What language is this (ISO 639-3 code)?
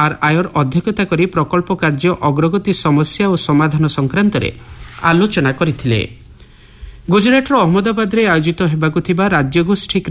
ori